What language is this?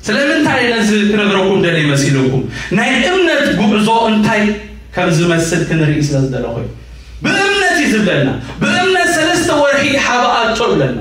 Tigrinya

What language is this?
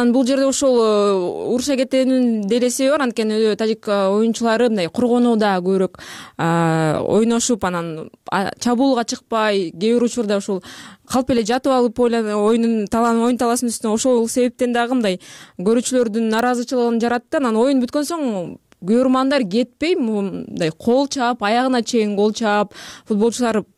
Kyrgyz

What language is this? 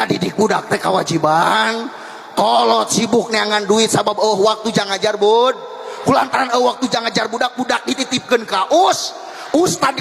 Sundanese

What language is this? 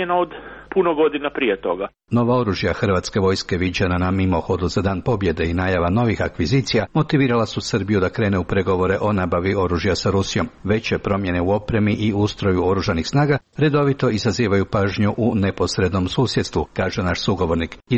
Croatian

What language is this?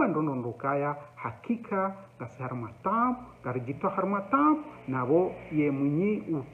Ngazidja Comorian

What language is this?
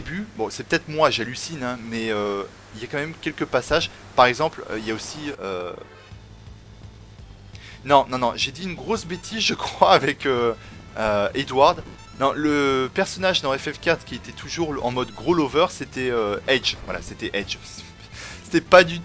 French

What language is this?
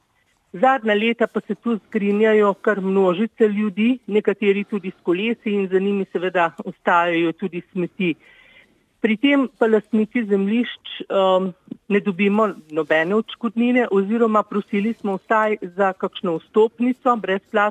Slovenian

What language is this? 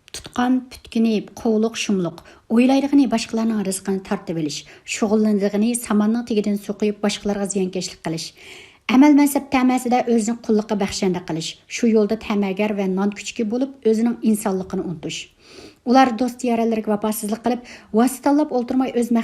Uyghur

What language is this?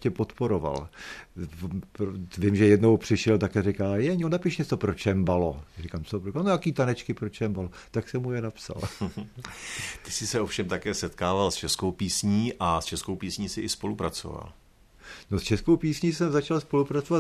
Czech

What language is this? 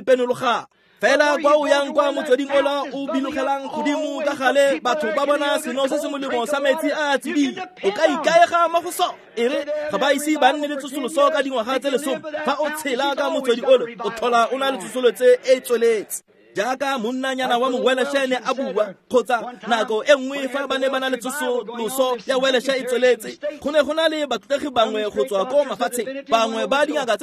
Tswana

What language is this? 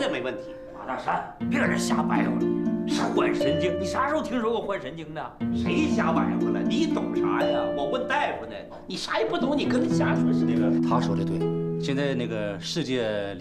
Chinese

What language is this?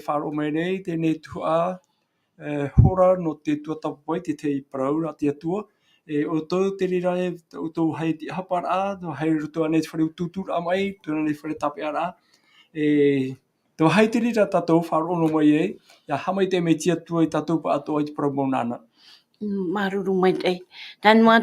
Tahitian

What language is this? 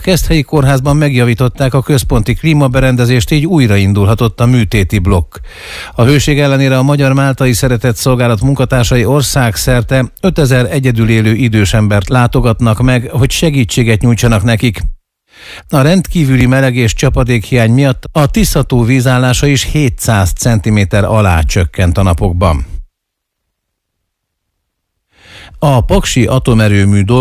Hungarian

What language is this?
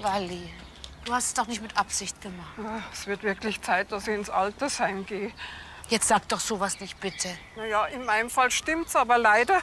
Bavarian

